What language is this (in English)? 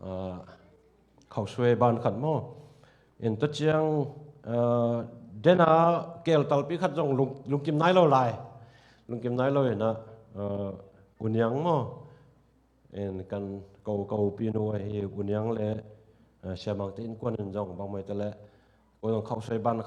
Tedim Chin